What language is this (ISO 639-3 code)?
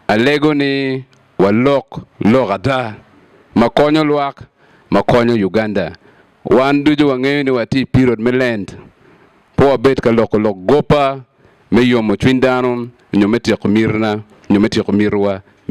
ach